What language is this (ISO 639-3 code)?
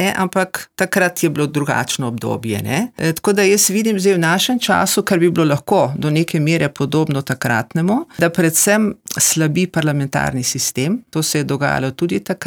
slv